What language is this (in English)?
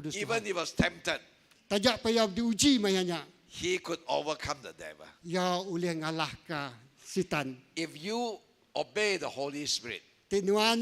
Iban